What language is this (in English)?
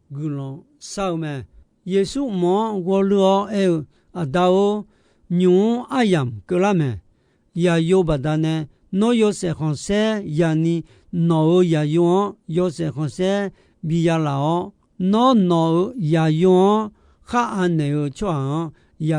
Akha